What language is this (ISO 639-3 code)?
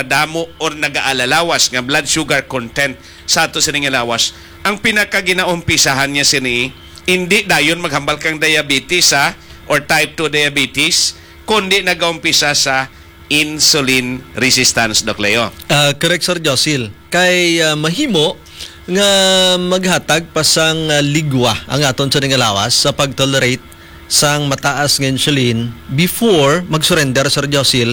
hil